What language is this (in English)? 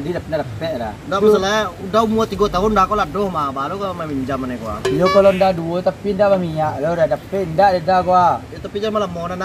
Minangkabau